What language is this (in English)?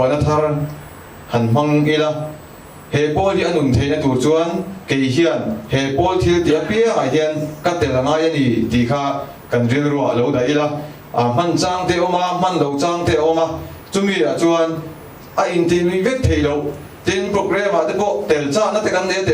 Mizo